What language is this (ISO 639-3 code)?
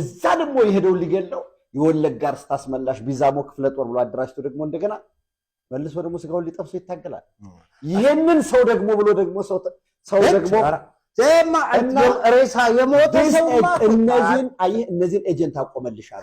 amh